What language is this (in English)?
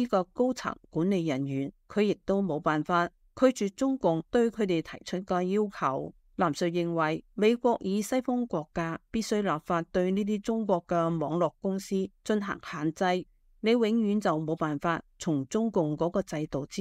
Cantonese